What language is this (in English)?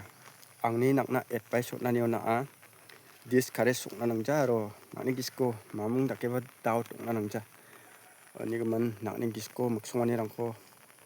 Garo